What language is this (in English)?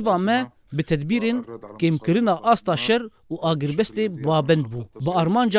Kurdish